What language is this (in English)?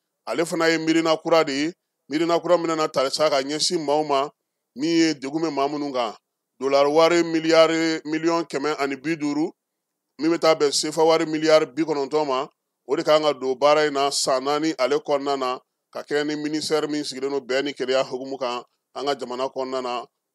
Bambara